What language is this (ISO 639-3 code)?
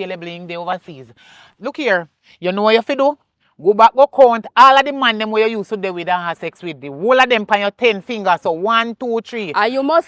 jam